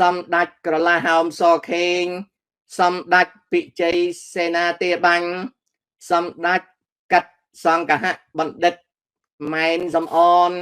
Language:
Khmer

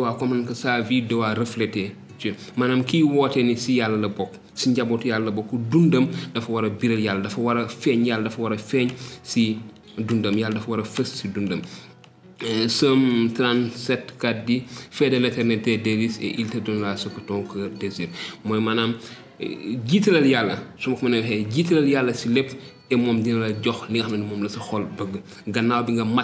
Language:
Wolof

